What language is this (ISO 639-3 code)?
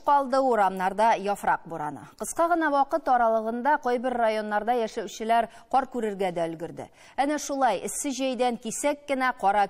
tat